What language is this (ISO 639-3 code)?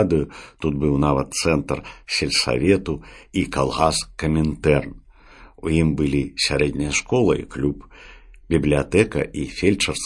bel